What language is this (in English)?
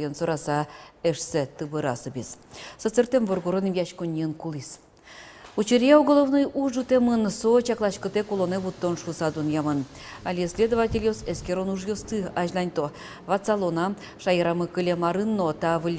Udmurt